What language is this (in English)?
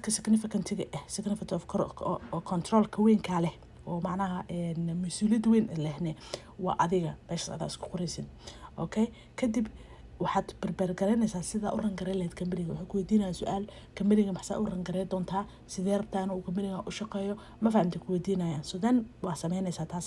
Somali